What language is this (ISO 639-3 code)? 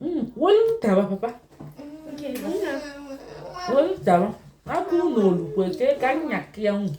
ibo